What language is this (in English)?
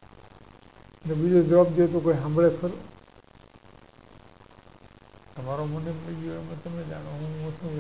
Gujarati